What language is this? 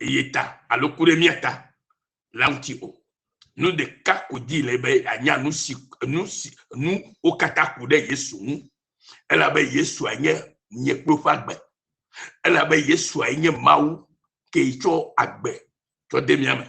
Ewe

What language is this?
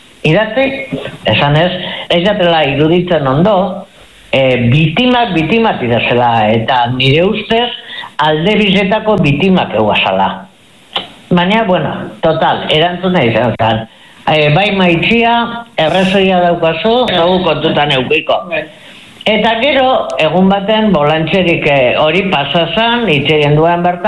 Basque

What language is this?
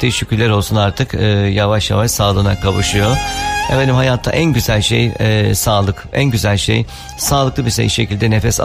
Turkish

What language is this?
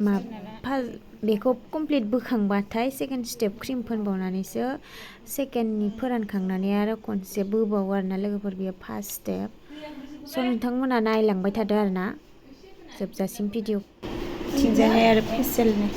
Bodo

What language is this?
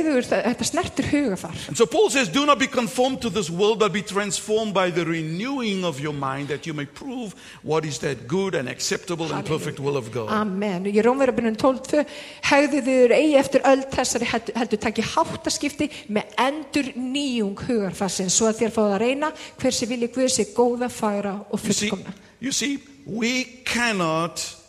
Icelandic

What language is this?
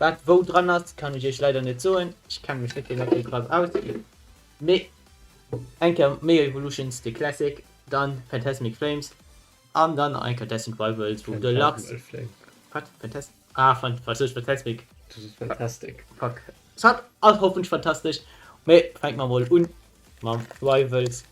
Luxembourgish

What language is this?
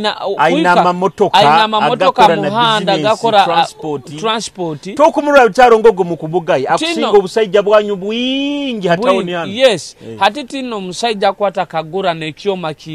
Nyoro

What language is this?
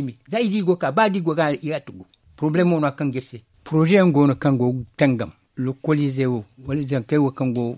Zarma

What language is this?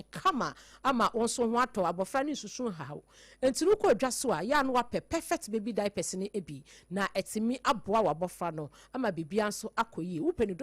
Akan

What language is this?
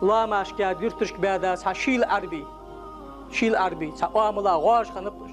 Ingush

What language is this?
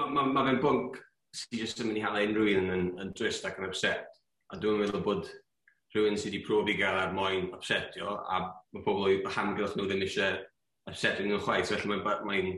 Welsh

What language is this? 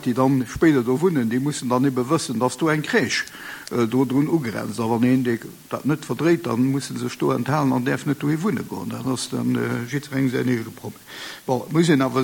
Luxembourgish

